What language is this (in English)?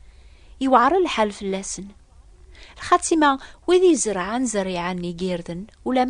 Kabyle